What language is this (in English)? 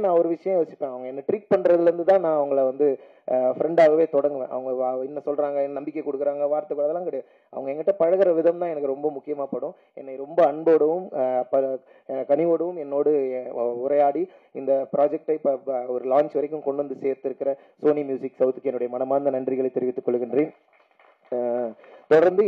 Tamil